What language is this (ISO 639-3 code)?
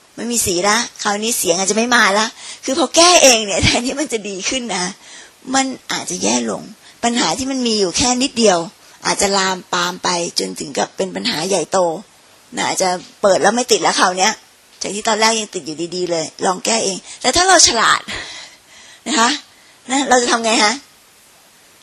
tha